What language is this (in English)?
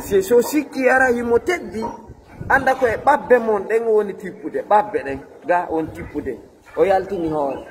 Fula